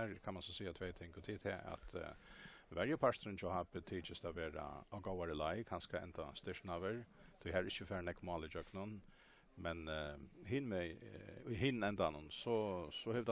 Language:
Faroese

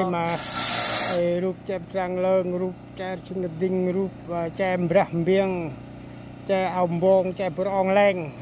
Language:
Central Mnong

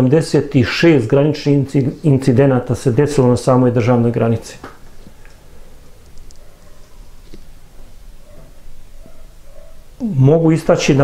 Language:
Serbian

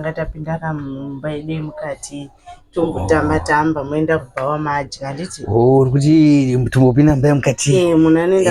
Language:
Shona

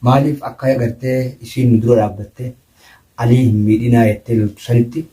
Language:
Oromo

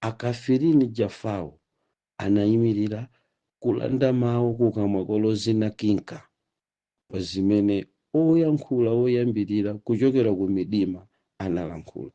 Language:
Nyanja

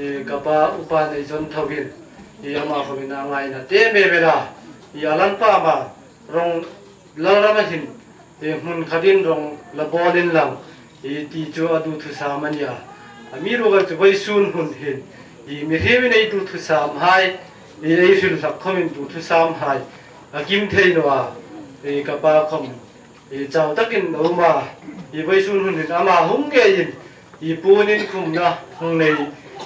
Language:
Hmar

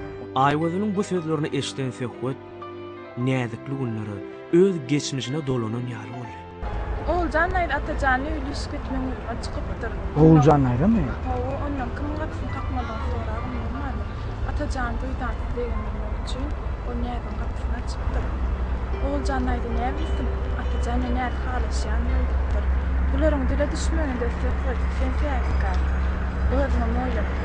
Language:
Turkmen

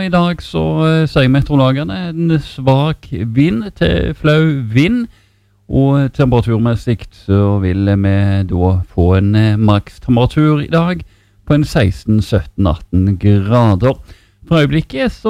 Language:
Norwegian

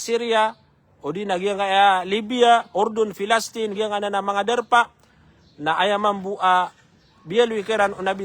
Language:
Maranao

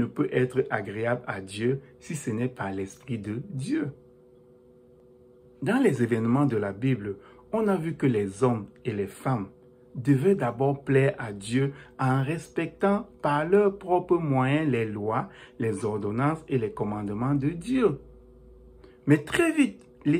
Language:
French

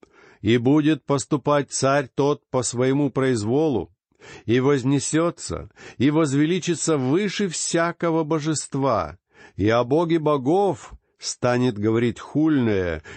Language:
Russian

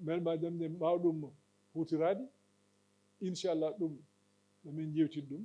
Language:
Fula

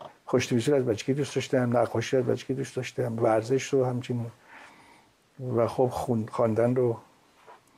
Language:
Persian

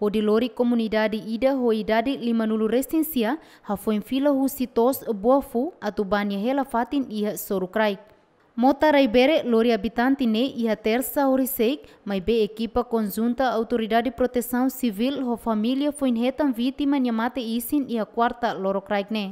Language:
Tetum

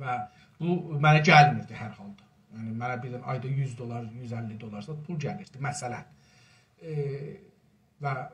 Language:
South Azerbaijani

